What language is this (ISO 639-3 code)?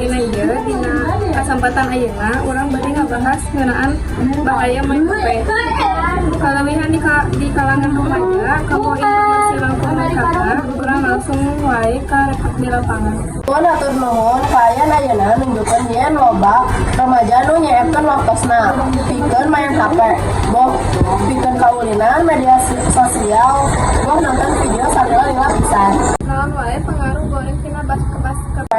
sun